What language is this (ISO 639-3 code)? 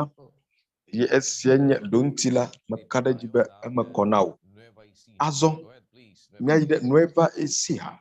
ewe